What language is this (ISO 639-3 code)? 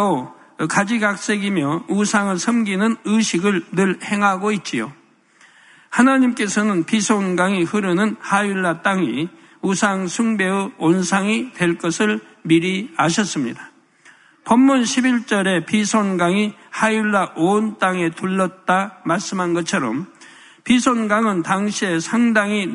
kor